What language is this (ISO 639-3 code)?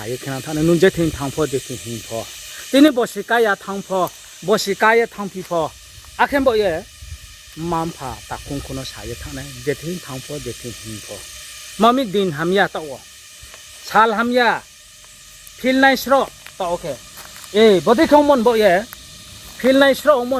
ria